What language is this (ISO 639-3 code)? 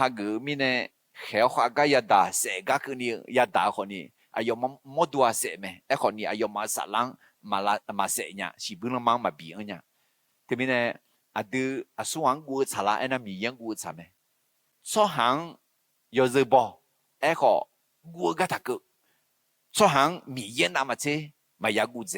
ahk